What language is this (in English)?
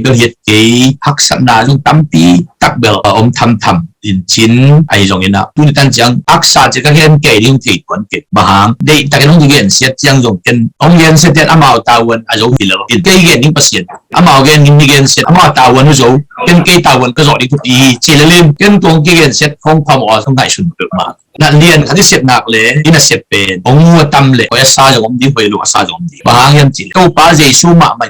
Tedim Chin